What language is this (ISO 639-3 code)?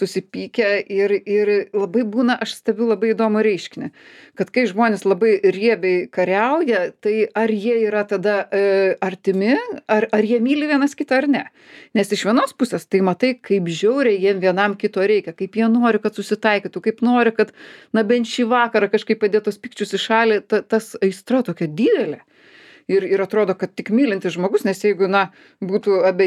lit